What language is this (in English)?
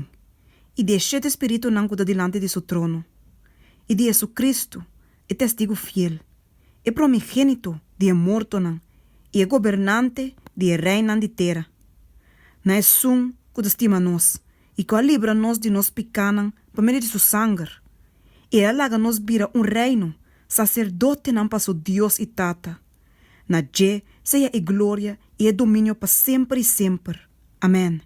Papiamento